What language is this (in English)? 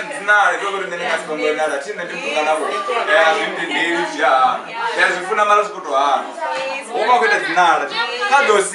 Venda